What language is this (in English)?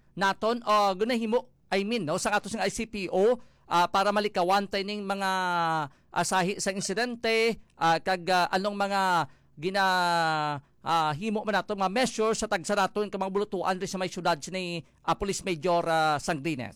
Hiligaynon